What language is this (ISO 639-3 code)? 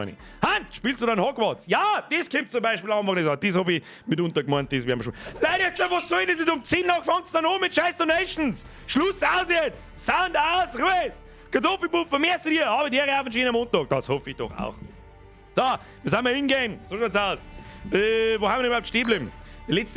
bar